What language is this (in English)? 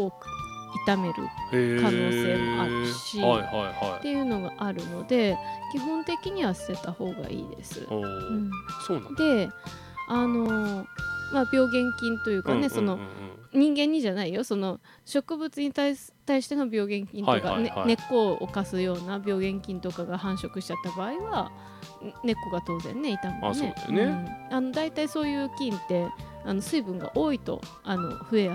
Japanese